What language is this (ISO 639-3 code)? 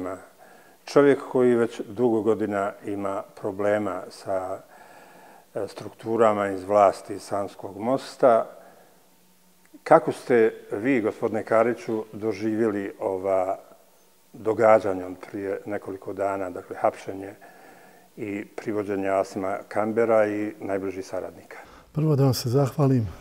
bos